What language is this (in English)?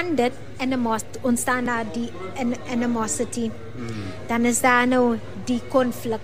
Afrikaans